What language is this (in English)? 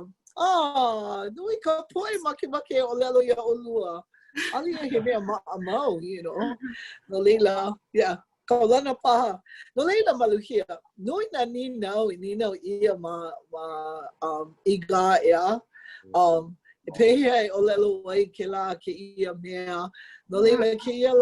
Hawaiian